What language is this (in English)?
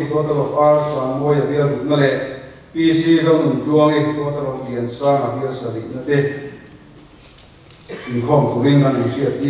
Mizo